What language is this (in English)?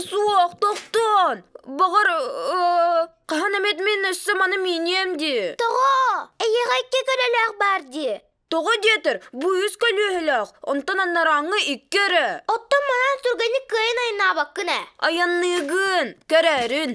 Yakut